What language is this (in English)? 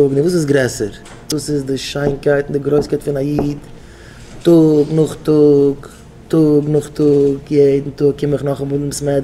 Yiddish